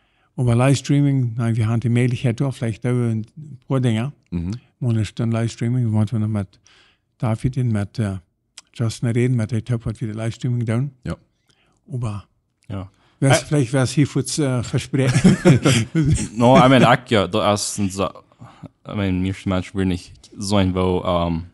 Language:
Plautdietsch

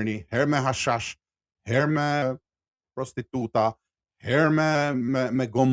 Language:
Albanian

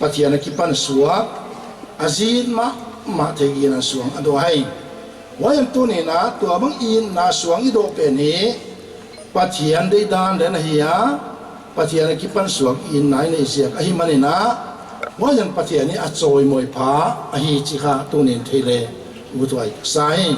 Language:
Paite Chin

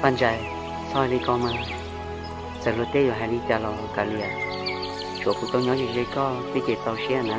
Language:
Hmong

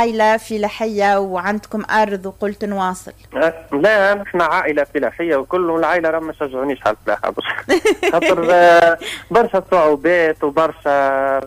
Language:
Tunisian Arabic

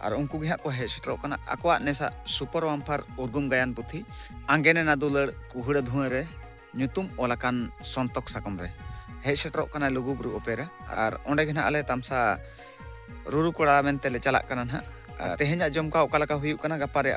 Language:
Santali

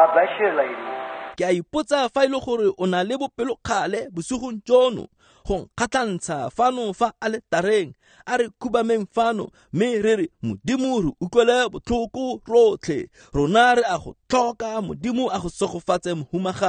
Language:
Tswana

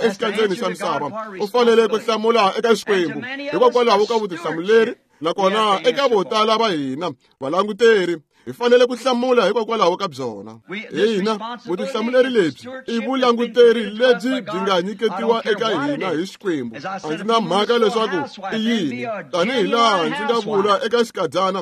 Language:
Tsonga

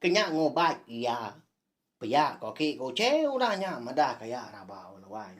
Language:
Iban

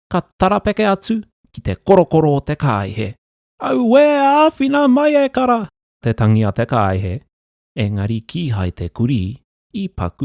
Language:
Māori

